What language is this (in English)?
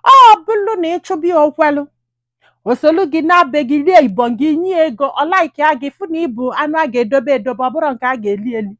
Igbo